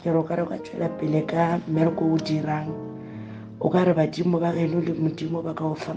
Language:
Northern Sotho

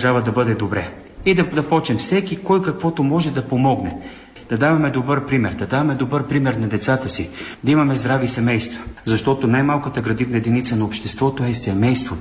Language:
Bulgarian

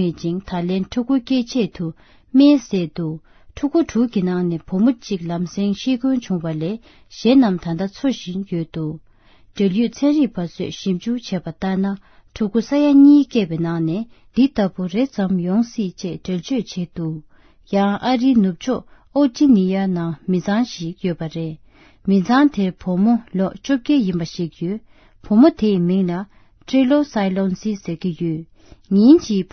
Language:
Tibetan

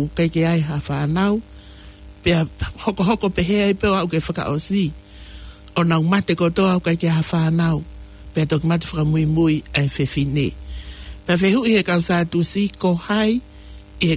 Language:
Tongan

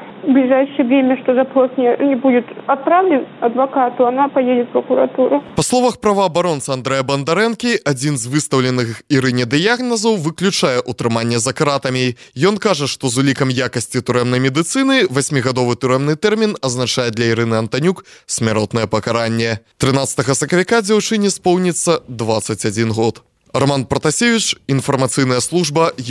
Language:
Belarusian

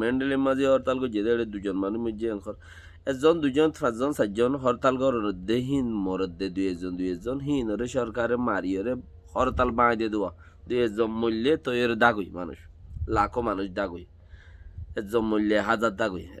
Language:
Rohingya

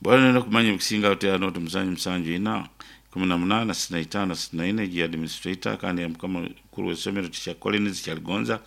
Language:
Nyankole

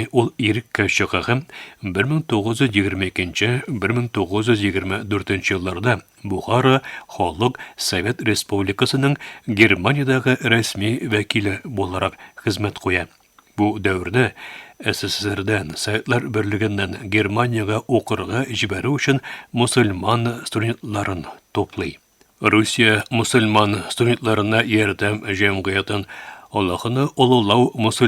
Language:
Tatar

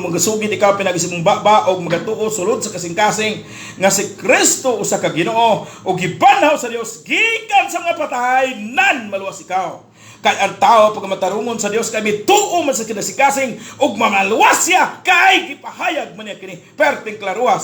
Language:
Cebuano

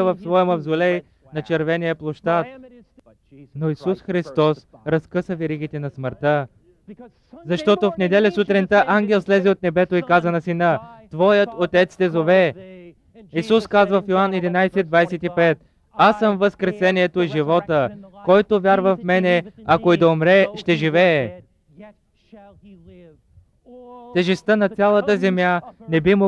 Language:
Bulgarian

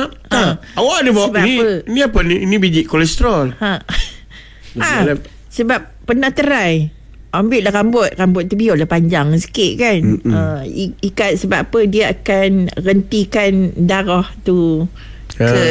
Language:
Malay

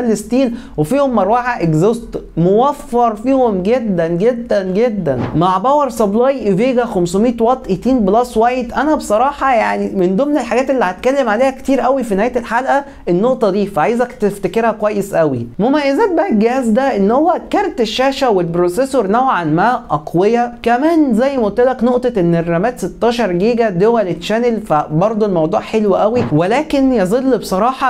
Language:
Egyptian Arabic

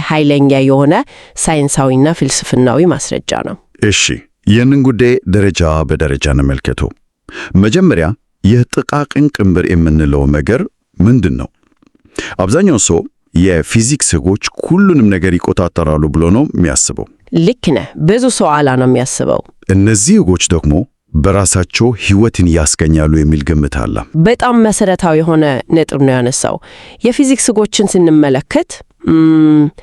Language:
Amharic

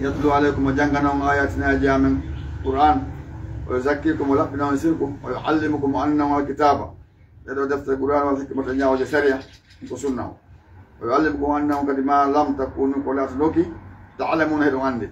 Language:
Fula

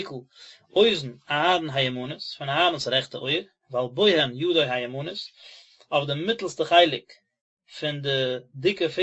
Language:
Yiddish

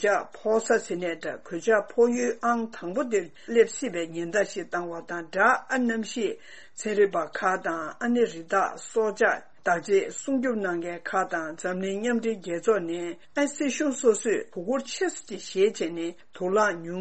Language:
Tibetan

